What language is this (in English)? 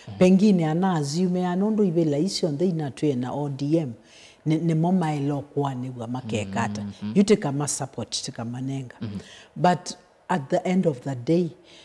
Kamba